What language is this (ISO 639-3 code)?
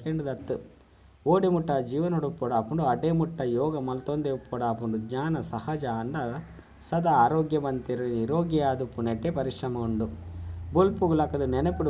tcy